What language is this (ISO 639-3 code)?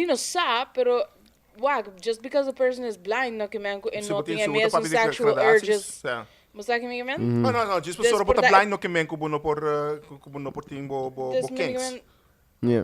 pap